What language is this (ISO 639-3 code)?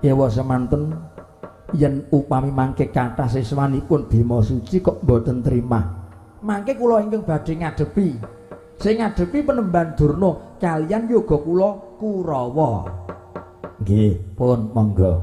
jav